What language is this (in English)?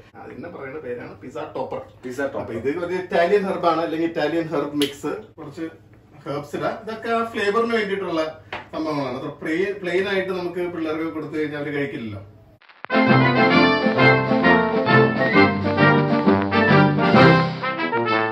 Malayalam